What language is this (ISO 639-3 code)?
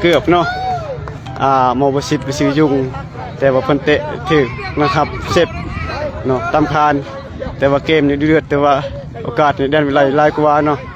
lao